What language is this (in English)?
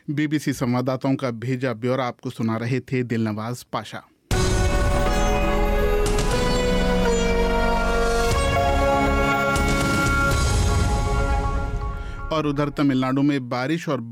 Hindi